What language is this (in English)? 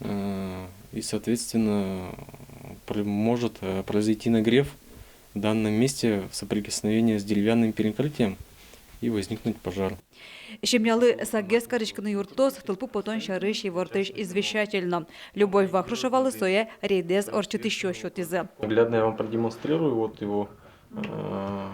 Udmurt